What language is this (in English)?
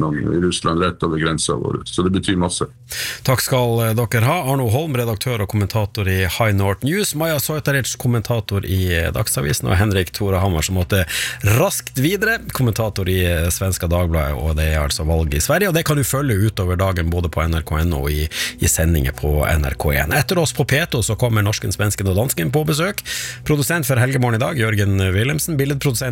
Norwegian